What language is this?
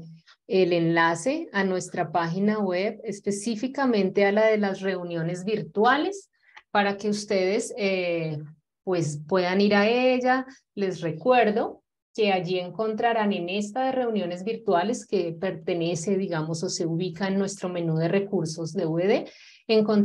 Spanish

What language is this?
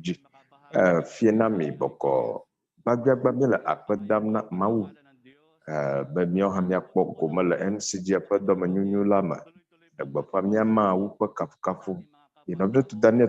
Ewe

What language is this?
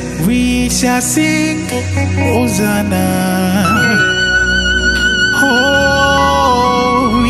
English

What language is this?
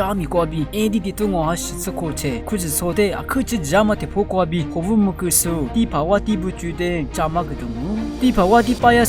Lisu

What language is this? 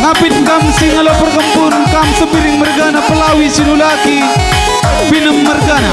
Batak Karo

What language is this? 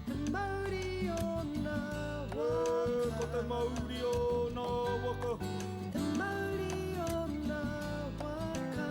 Māori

